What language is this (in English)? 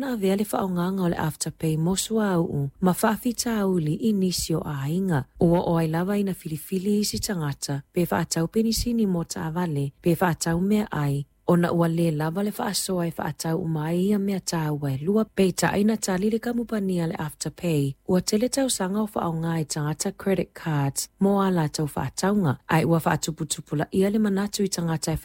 Samoan